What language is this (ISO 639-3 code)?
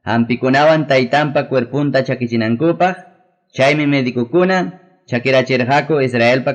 quy